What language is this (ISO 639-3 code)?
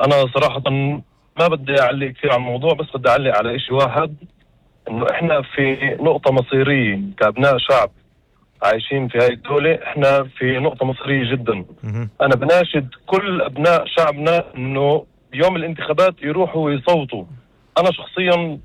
apc